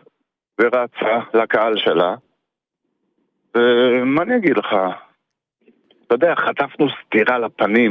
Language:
Hebrew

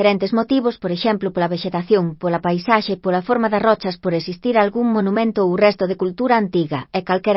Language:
Galician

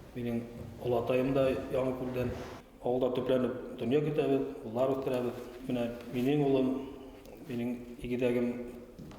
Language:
Bashkir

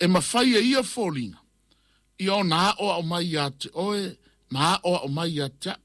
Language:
Samoan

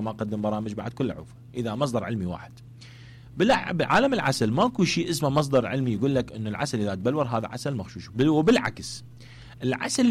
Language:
Mesopotamian Arabic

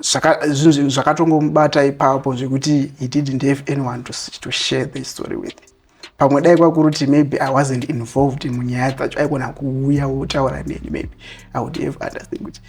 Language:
Shona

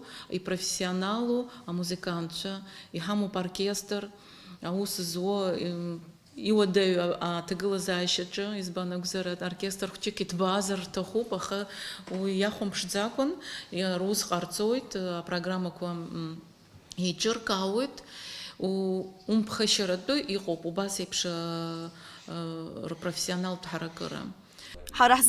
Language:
Abkhazian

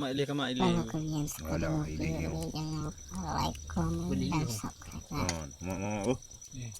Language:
Achinese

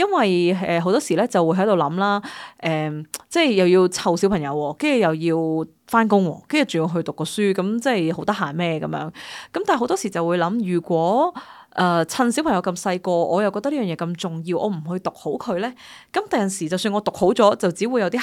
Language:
Cantonese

